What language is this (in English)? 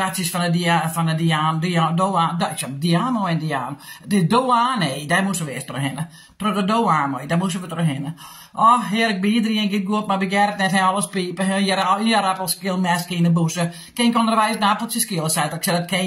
Western Frisian